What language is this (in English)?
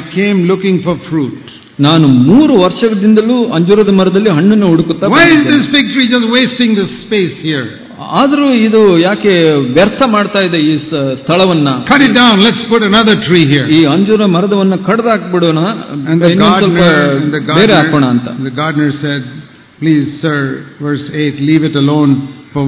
Kannada